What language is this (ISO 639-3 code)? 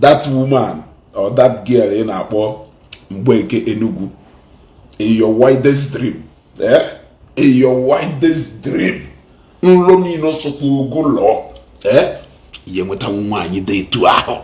ibo